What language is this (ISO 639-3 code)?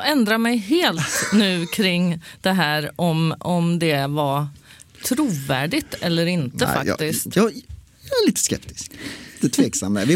swe